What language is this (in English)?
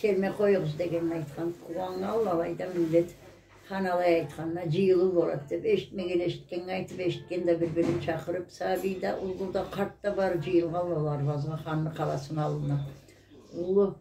Karachay-Balkar